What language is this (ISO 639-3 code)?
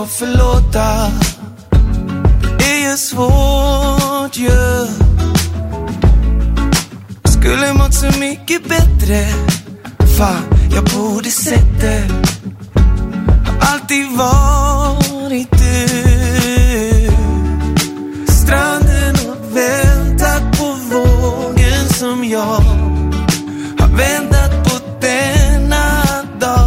swe